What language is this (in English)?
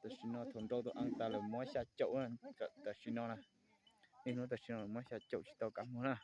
Hmong